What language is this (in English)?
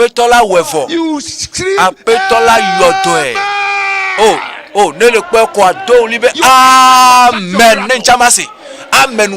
Ewe